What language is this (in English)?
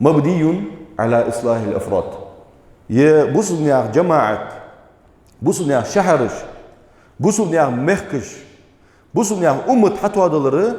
Ingush